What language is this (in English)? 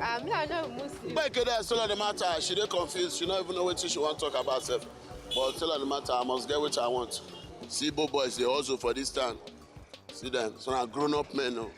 Nigerian Pidgin